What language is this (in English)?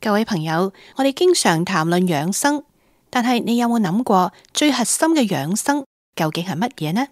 Cantonese